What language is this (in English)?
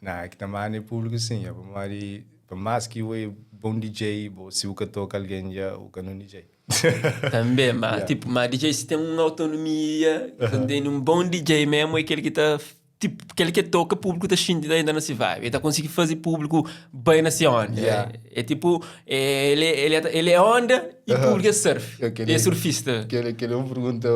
Kabuverdianu